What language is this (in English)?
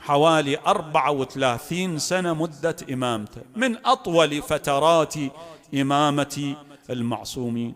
Mesopotamian Arabic